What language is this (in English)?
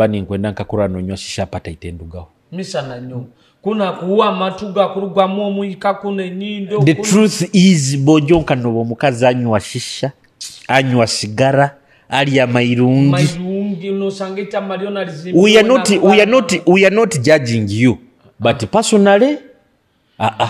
Nyoro